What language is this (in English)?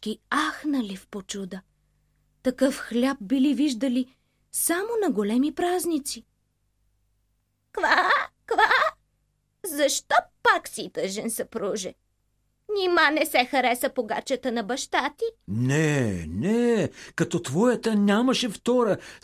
Bulgarian